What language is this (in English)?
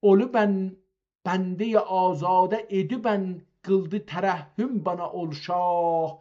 South Azerbaijani